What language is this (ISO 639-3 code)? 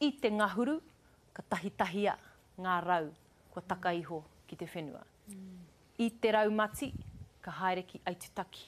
mri